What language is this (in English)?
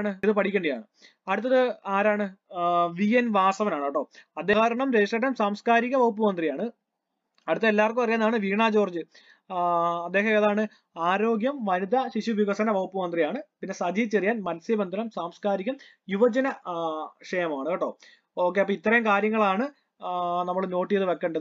Malayalam